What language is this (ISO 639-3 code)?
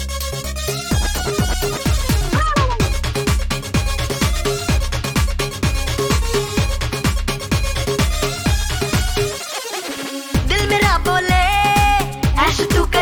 mar